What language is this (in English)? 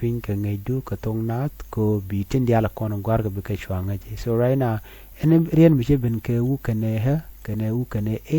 Nuer